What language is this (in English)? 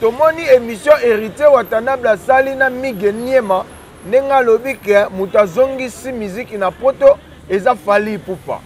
Lingala